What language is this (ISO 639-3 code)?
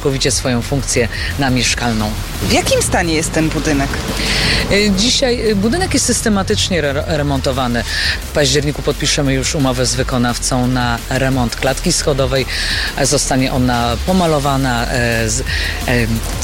pol